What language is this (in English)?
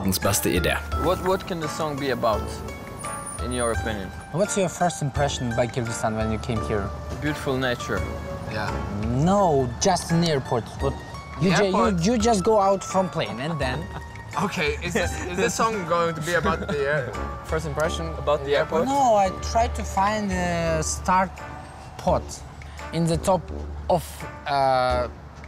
Norwegian